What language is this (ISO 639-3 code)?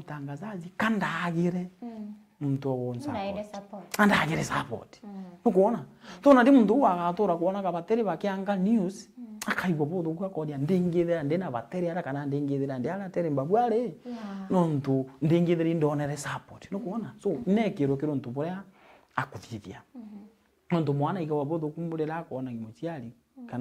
mer